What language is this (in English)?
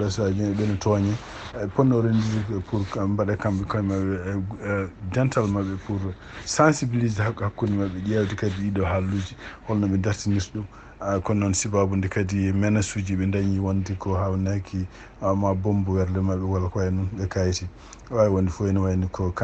Fula